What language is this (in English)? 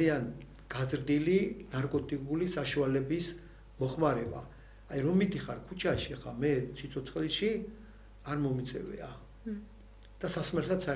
Georgian